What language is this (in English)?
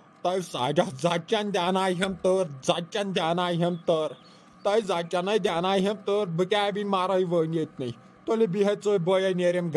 Kashmiri